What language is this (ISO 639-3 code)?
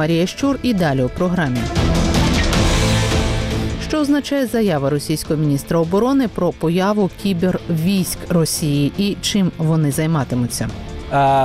ukr